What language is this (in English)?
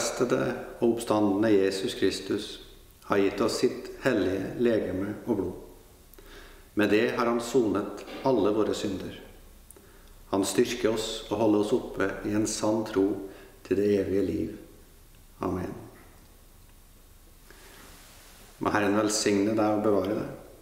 Norwegian